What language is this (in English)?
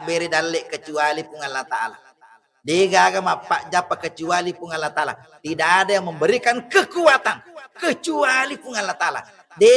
Buginese